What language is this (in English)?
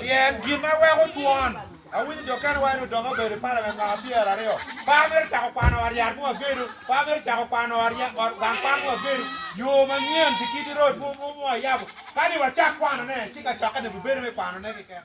Acoli